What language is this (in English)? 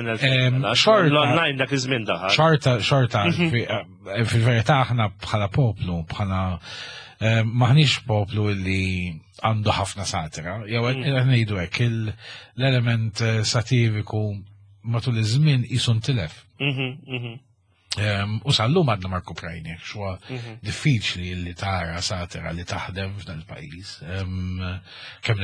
Maltese